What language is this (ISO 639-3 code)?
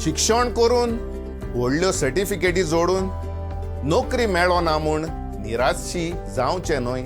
kok